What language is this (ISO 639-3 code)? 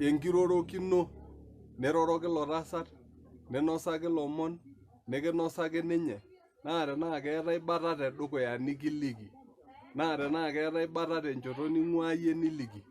mas